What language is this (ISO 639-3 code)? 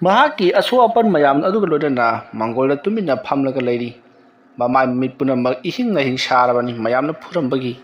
mni